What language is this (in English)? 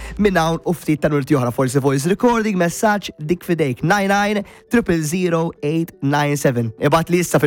Maltese